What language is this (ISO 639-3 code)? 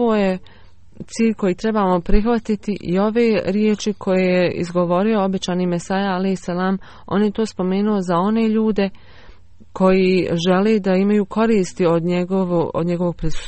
bos